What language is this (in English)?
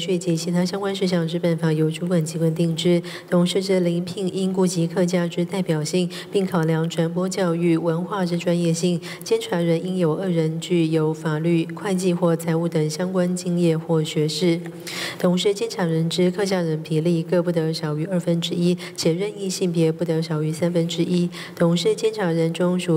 Chinese